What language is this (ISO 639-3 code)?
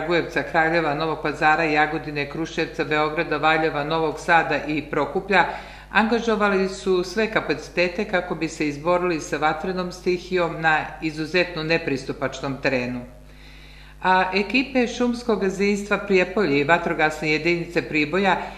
srp